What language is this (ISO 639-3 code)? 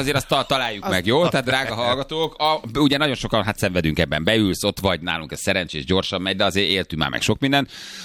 hun